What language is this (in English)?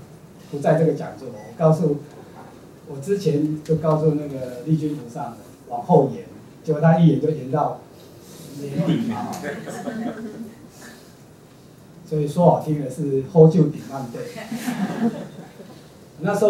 Chinese